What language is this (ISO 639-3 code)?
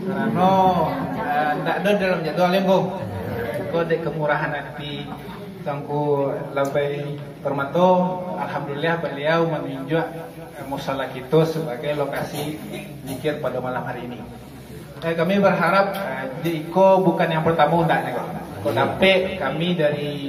min